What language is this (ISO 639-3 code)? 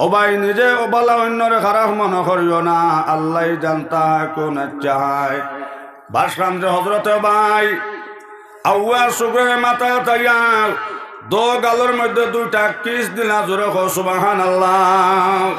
syl